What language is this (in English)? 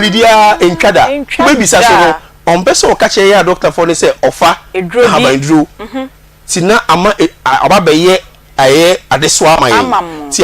Akan